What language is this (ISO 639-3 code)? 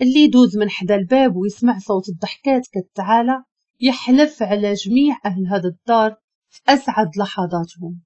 ary